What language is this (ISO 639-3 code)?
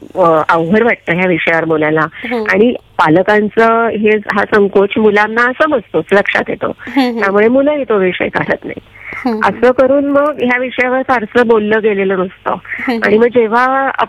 mar